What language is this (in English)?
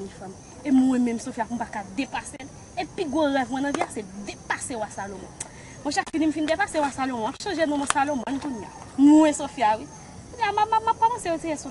Haitian Creole